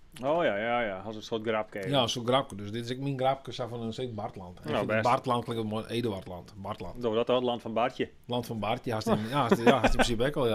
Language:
Western Frisian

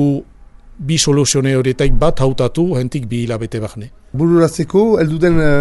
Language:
Basque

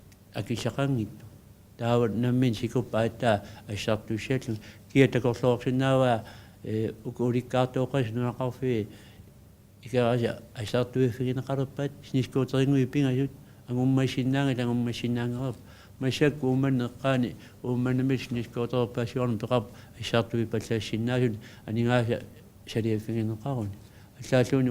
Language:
Kalaallisut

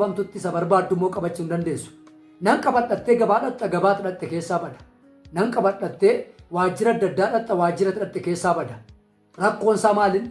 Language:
Oromo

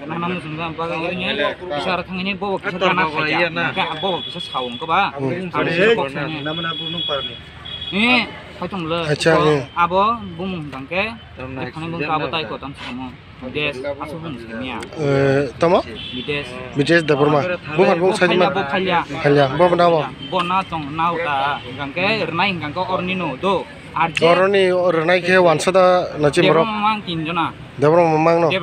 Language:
Kok Borok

